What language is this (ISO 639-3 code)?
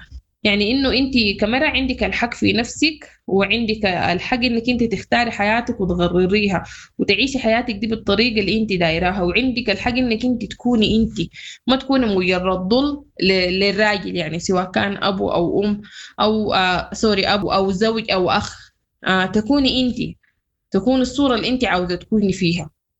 apd